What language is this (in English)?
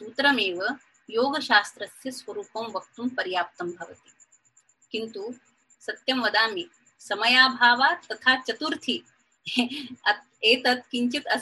Sanskrit